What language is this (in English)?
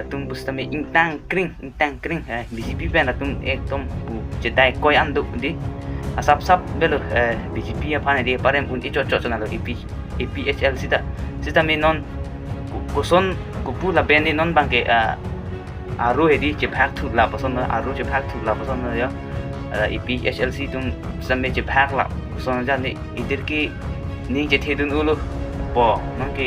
Karbi